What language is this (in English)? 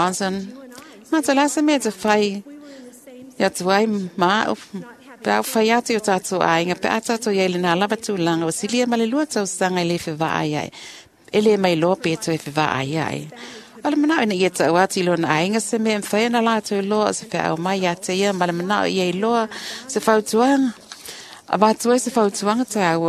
Samoan